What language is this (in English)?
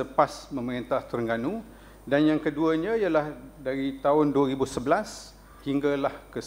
Malay